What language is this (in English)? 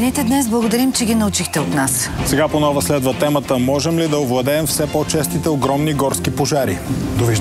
Bulgarian